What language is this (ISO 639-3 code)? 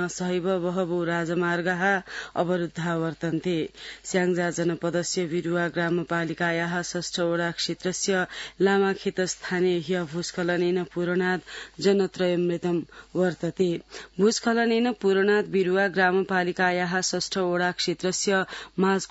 san